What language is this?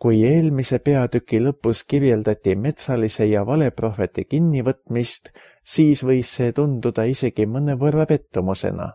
Estonian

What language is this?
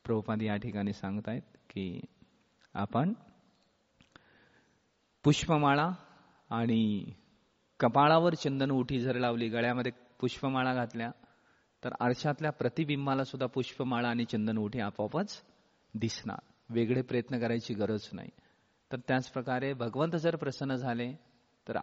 Marathi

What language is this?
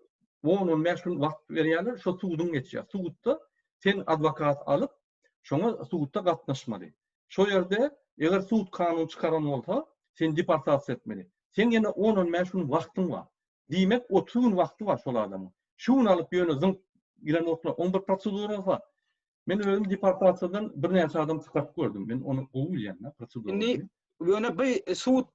Turkmen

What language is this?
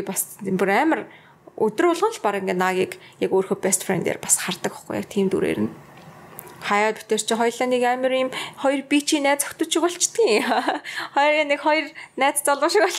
Mongolian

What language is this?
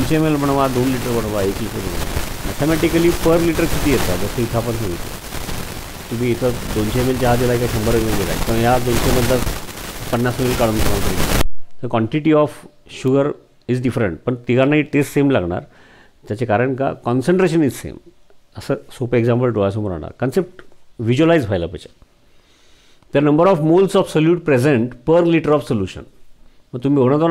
Marathi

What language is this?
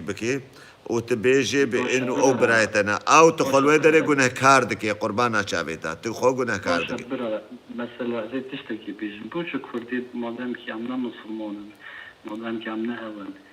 Kurdish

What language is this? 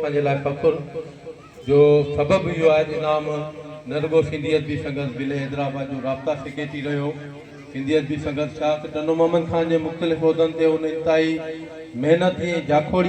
Sindhi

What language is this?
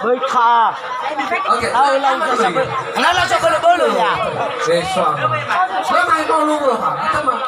Nias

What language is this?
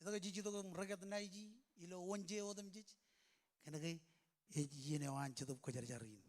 Marshallese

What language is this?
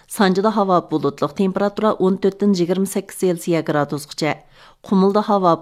Uyghur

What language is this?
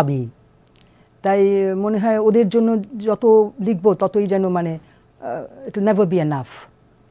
Bangla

